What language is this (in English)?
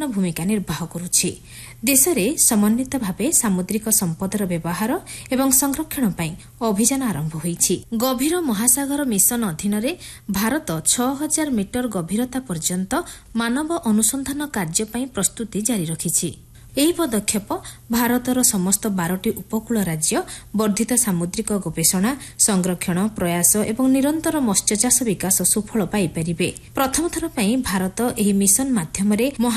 Odia